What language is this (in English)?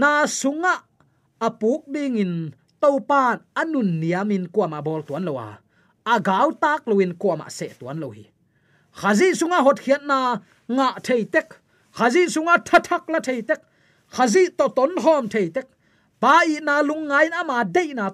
Tedim Chin